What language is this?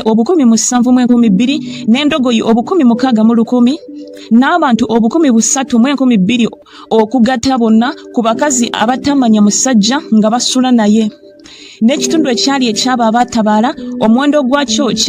Ganda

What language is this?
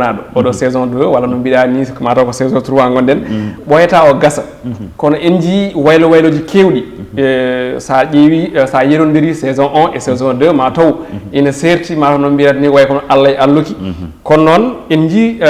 Fula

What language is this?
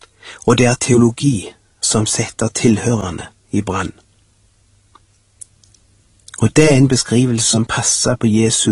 Norwegian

